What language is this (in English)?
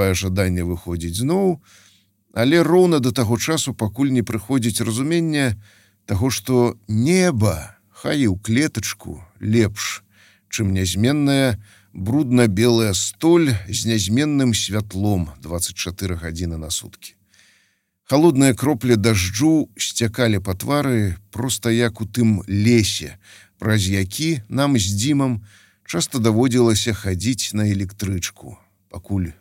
Belarusian